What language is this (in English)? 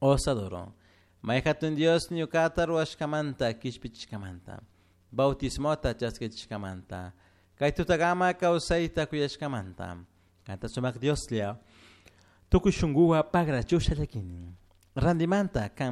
Chimborazo Highland Quichua